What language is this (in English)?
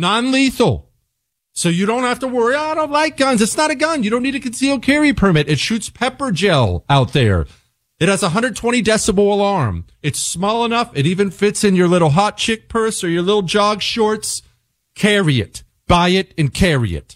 English